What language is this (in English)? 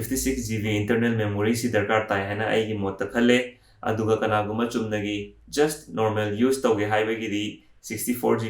Manipuri